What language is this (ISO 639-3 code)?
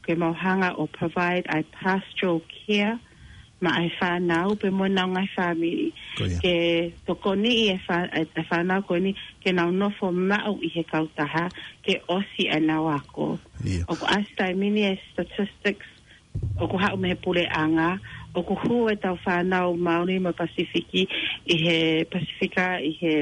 ton